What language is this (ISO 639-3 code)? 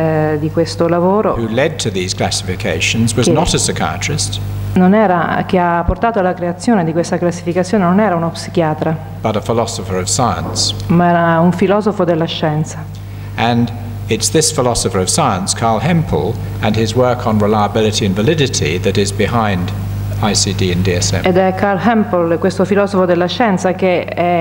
ita